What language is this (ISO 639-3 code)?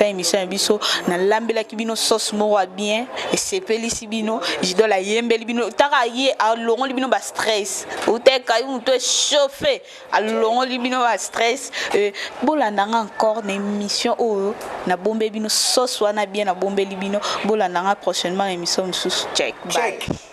lin